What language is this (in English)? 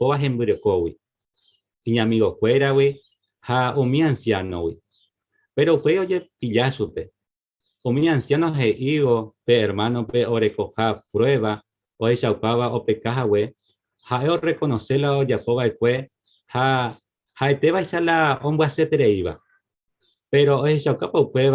Guarani